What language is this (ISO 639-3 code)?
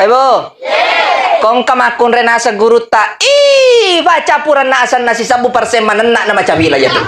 bug